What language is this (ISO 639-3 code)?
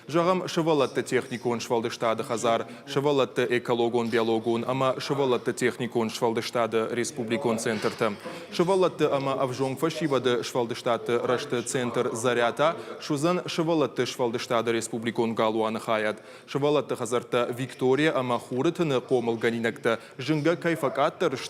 oss